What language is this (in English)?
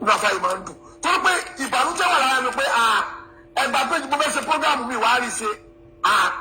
Yoruba